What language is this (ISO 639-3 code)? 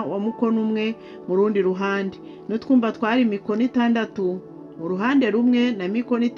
kin